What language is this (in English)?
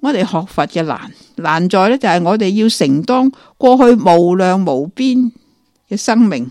Cantonese